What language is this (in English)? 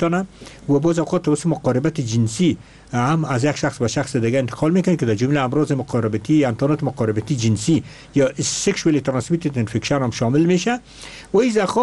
Persian